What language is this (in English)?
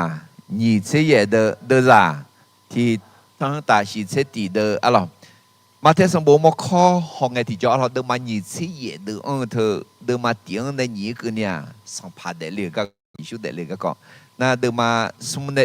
Akha